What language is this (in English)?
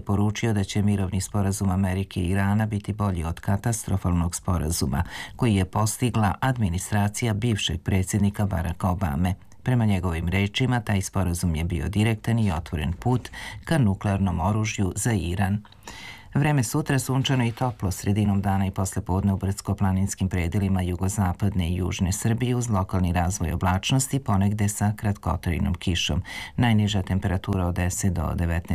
Serbian